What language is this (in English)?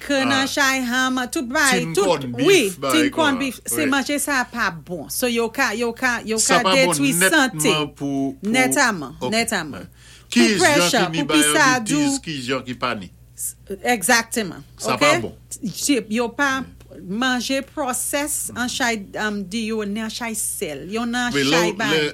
Saint Lucian Creole French